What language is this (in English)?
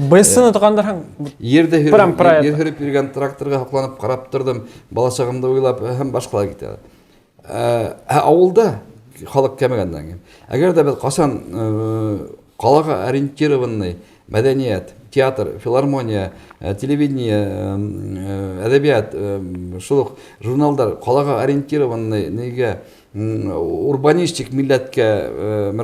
Bashkir